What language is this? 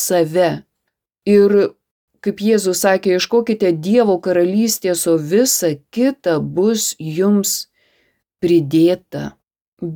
Lithuanian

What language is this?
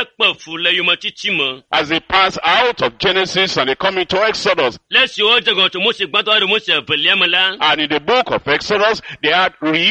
Ewe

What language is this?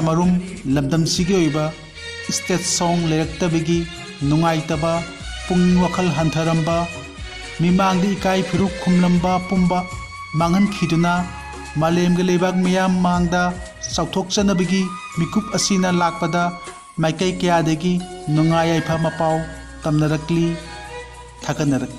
Manipuri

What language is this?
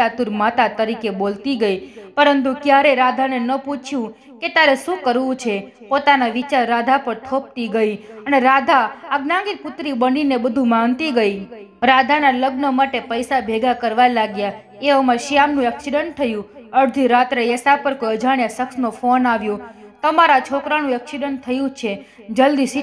Gujarati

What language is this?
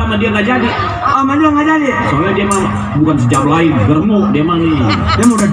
Betawi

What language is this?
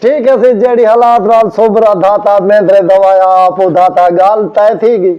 Saraiki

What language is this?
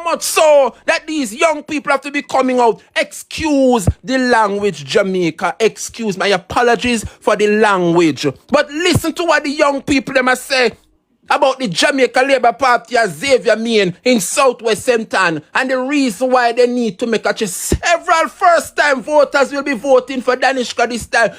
Jamaican Creole English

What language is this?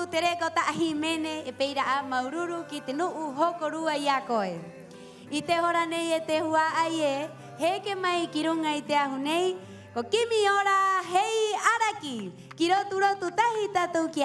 Rapanui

